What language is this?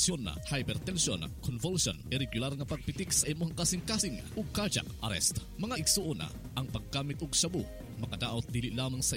Cebuano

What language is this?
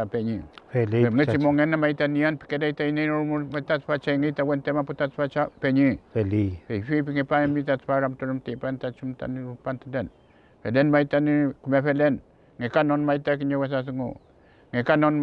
Mapuche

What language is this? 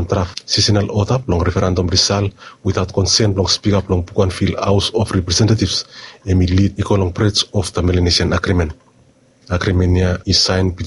Bislama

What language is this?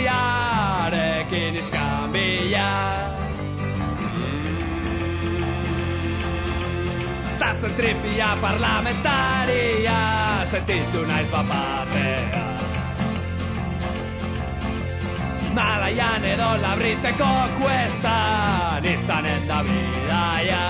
Basque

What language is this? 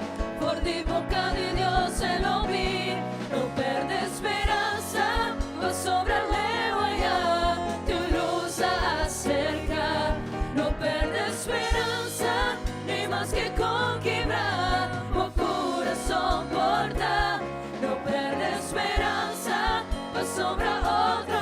Papiamento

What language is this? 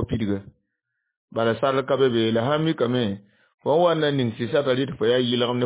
Mossi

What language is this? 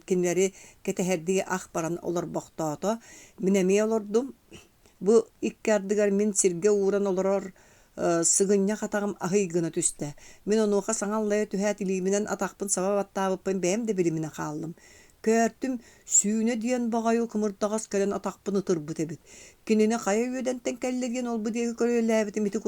Yakut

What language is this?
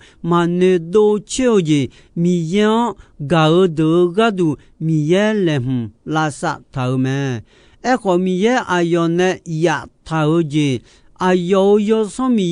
Akha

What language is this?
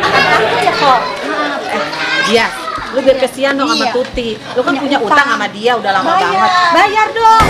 Betawi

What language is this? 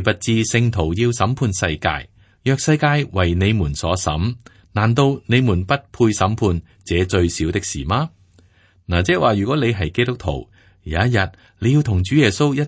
Cantonese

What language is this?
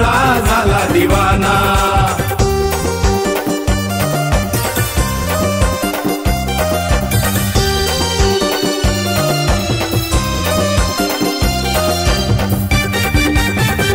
Marathi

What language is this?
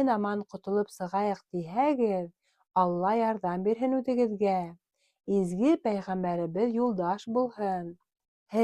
Bashkir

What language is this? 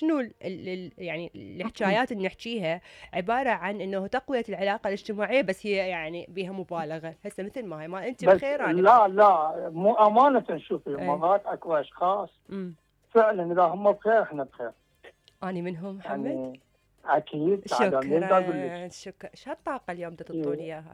Mesopotamian Arabic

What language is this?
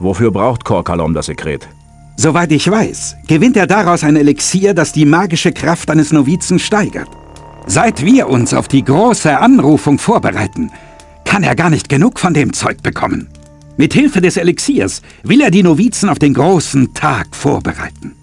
Bavarian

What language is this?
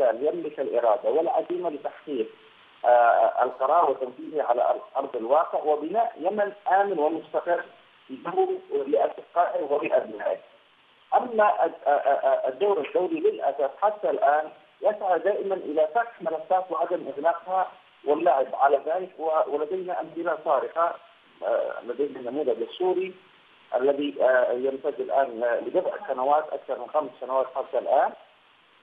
Arabic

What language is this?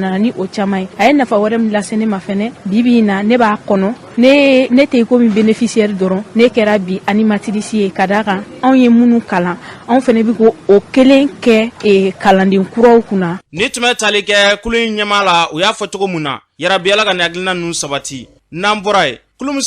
Bambara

